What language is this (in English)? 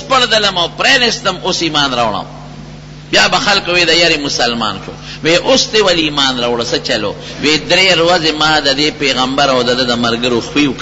Pashto